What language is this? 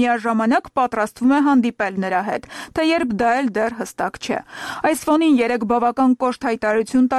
Armenian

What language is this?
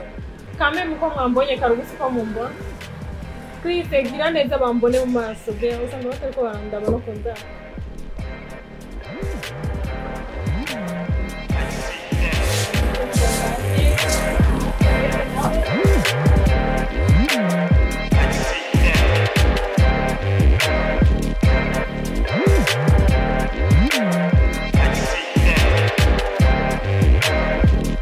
Rundi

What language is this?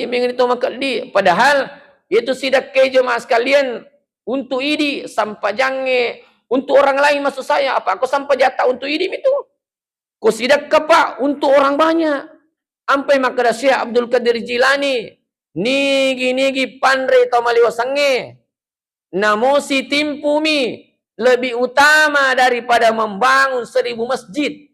Buginese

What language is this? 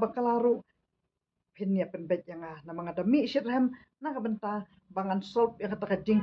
Khasi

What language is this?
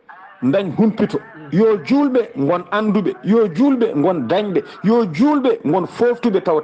Fula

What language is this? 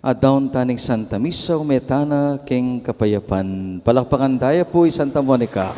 Pampanga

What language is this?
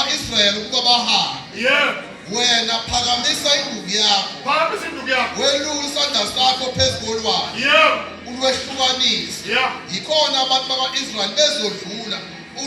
Zulu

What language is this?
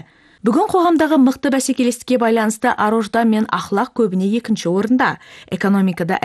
Kazakh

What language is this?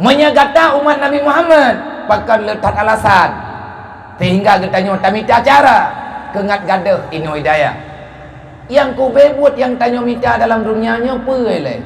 Achinese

